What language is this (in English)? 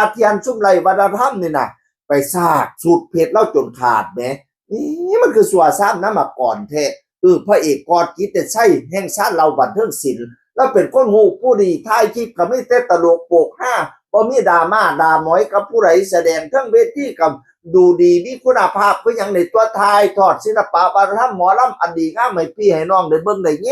Northeastern Thai